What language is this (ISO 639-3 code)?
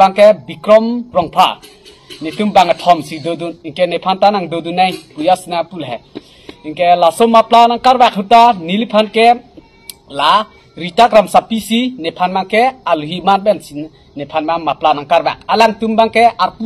mjw